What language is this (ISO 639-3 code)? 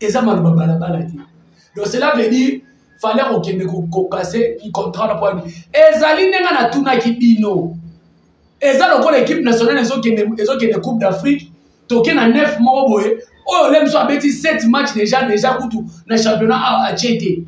lin